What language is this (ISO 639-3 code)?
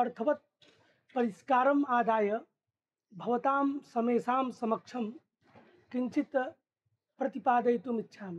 san